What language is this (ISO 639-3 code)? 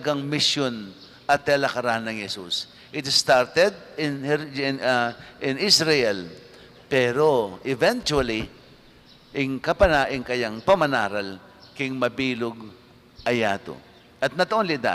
pam